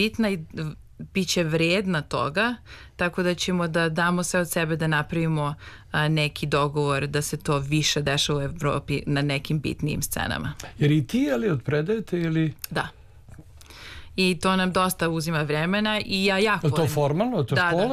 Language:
Serbian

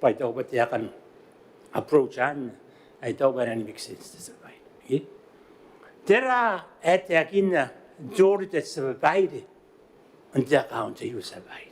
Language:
Gilbertese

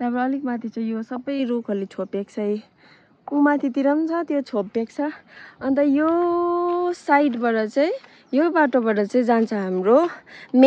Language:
Nepali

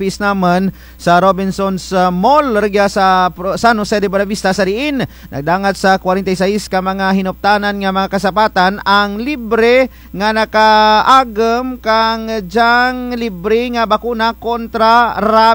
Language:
Kinaray-a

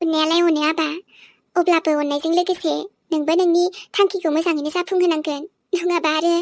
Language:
Bodo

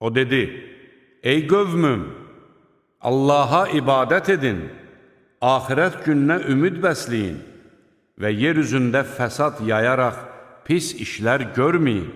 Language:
Azerbaijani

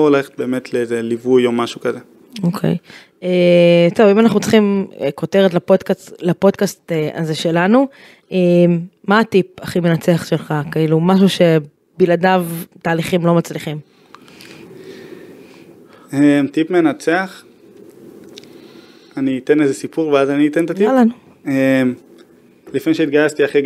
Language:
Hebrew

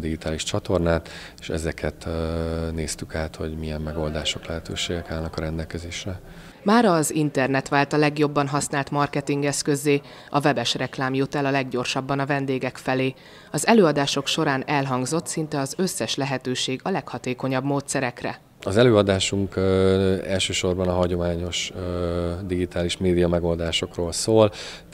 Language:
Hungarian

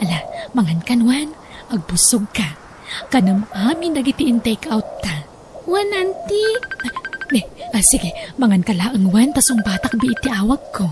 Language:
Iloko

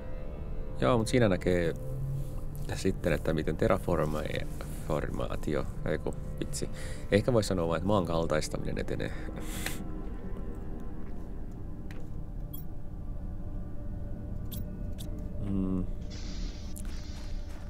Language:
Finnish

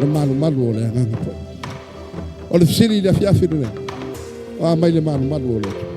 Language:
Samoan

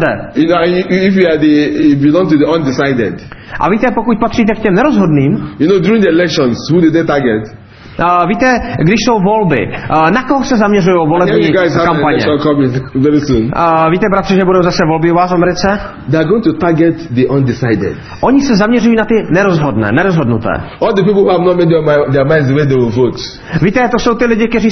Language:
Czech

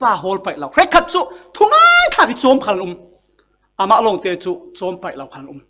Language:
Falam Chin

